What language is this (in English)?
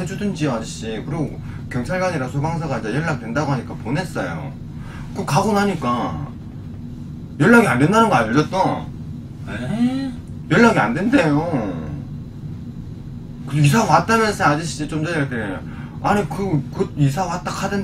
Korean